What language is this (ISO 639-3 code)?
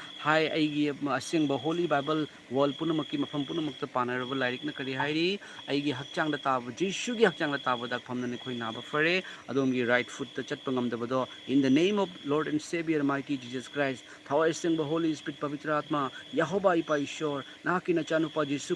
mni